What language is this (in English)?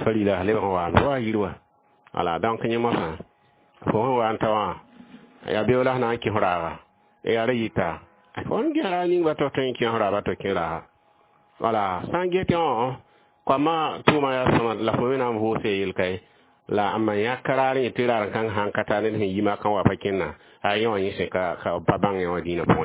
Mossi